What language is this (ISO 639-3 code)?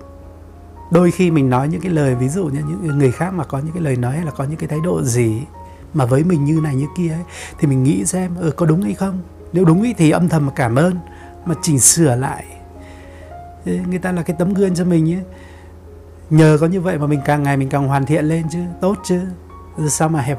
vie